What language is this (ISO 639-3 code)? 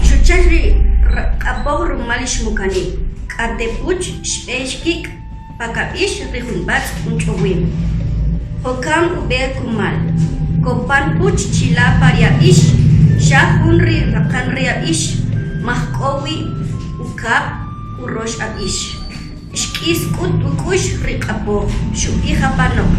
quc